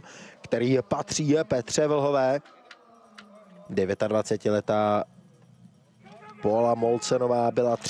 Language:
Czech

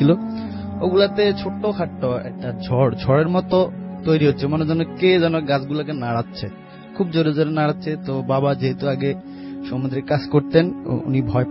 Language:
Bangla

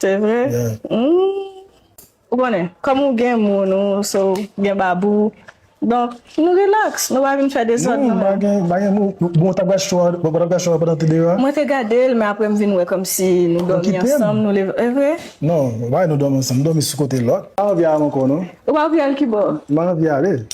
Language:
Haitian Creole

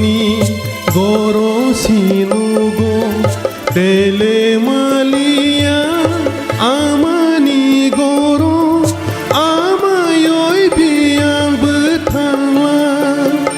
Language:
Kok Borok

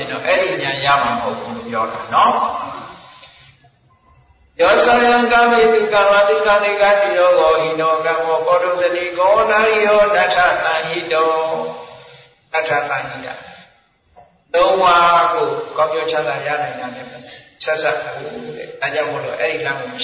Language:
Burmese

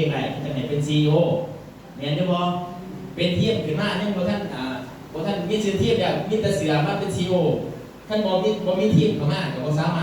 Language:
Lao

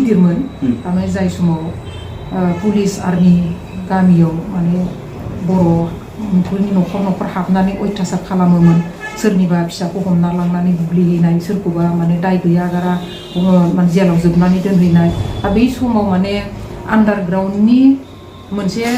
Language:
Bodo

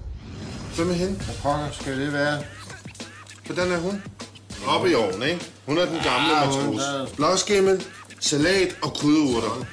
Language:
Danish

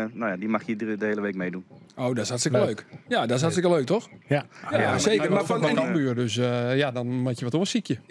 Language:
Western Frisian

